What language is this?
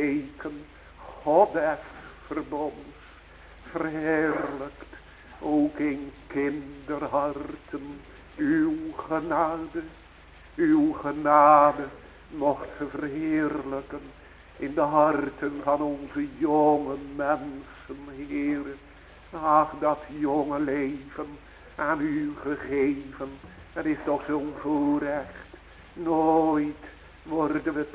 Dutch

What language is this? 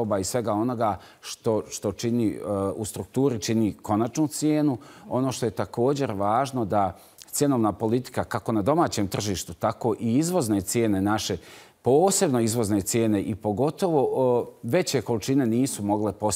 Bosnian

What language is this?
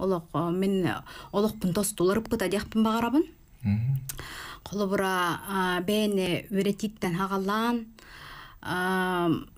Yakut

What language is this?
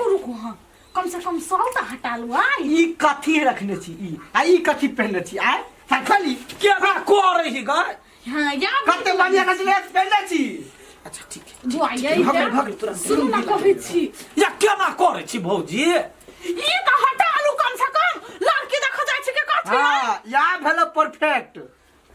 Maithili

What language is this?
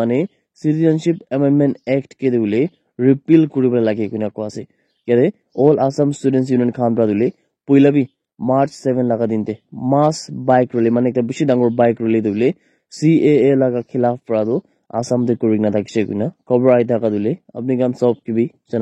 Naga Pidgin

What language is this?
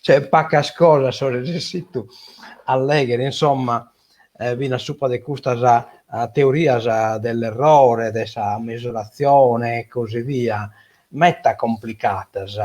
Sardinian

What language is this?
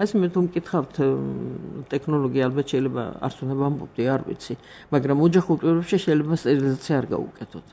Georgian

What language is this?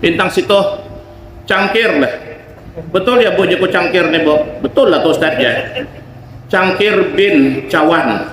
Banjar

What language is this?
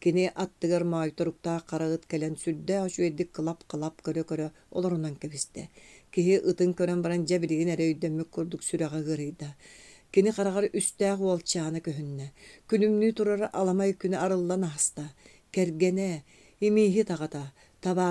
Yakut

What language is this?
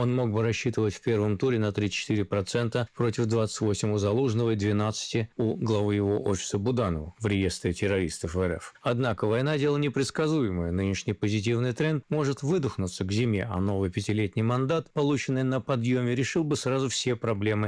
Russian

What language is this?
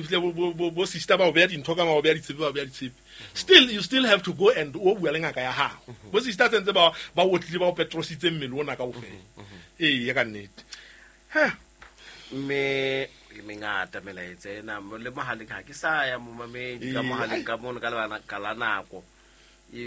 Southern Sotho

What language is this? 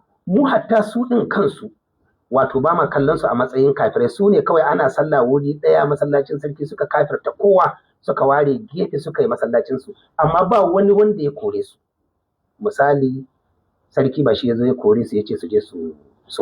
Hausa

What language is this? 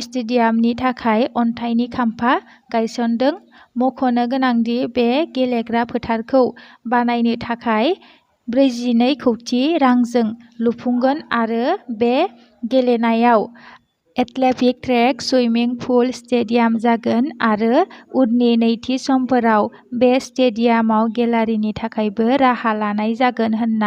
Bodo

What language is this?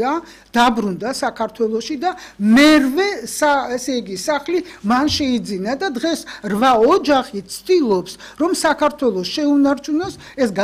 Georgian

